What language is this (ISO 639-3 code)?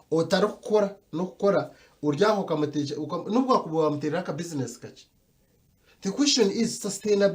nyn